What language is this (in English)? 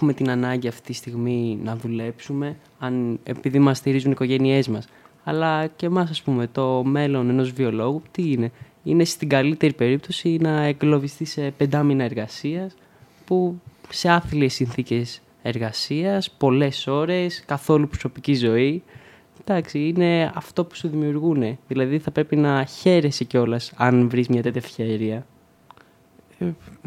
Greek